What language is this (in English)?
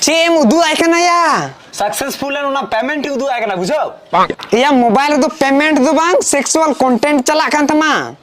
Santali